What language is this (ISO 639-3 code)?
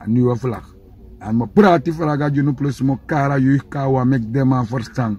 srn